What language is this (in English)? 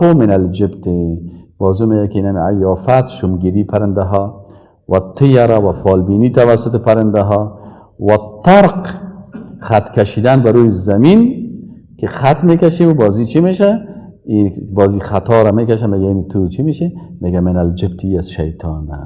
Persian